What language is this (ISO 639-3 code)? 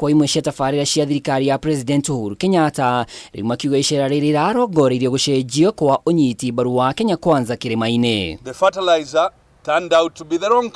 kik